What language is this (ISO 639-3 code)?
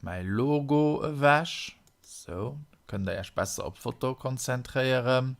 ltz